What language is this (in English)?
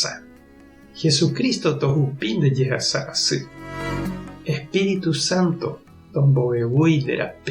Guarani